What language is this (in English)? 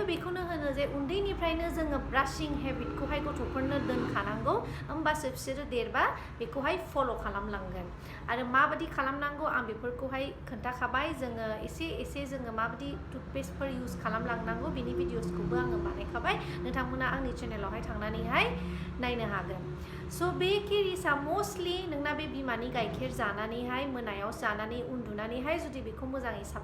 Bodo